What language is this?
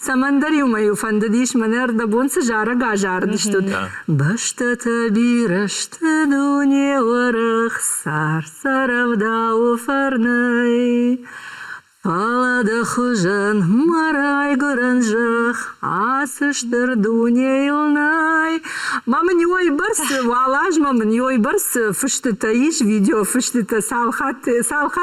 Ossetic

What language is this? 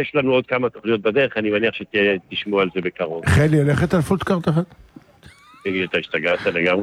Hebrew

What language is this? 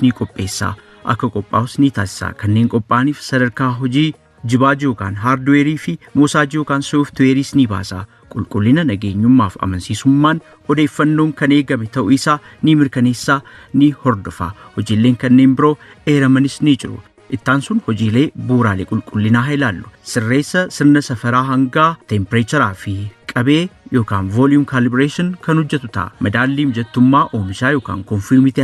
Oromo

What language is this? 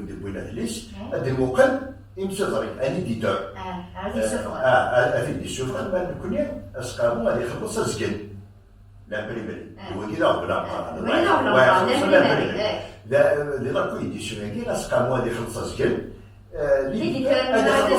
Kabyle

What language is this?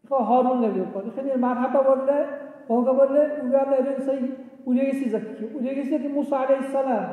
Dargwa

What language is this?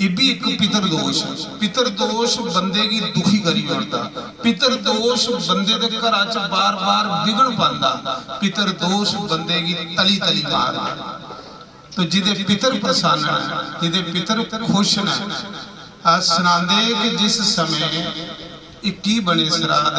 Dogri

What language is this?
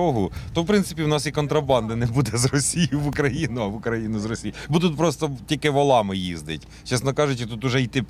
Ukrainian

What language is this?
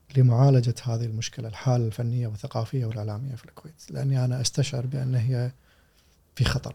Gulf Arabic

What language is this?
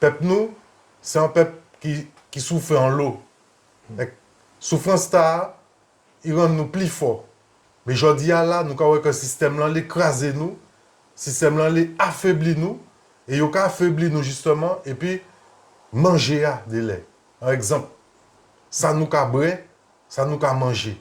Guadeloupean Creole French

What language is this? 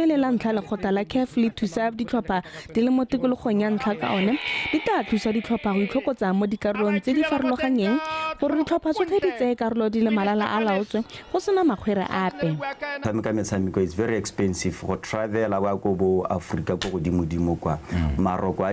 Tswana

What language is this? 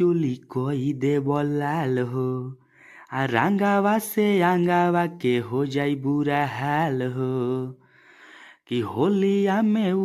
Bhojpuri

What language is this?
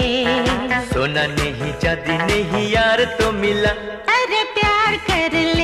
Hindi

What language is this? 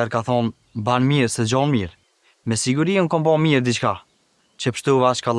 Albanian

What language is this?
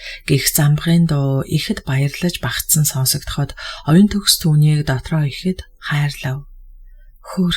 Mongolian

